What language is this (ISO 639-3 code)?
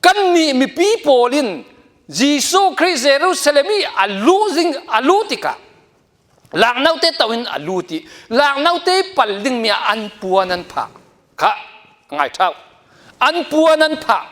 cfm